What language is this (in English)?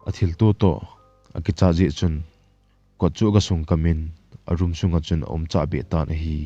Thado Chin